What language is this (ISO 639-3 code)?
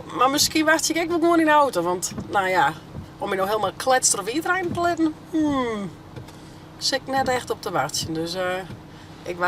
fry